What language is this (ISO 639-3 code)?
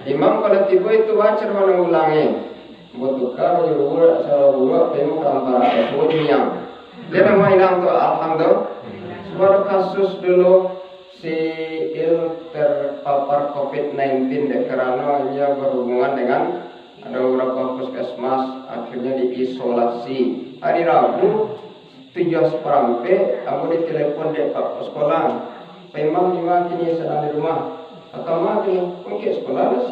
min